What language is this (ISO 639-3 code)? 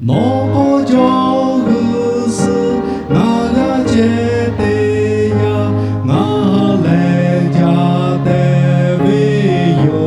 lhu